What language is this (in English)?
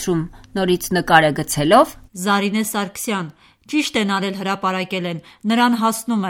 Armenian